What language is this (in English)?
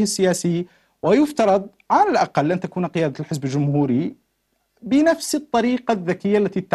Arabic